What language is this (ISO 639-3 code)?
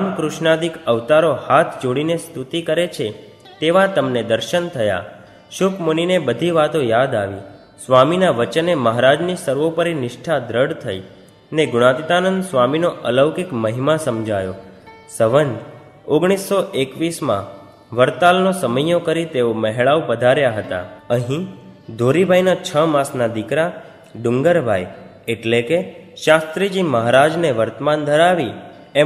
guj